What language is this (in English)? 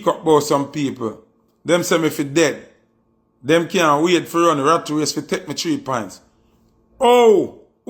Jamaican Creole English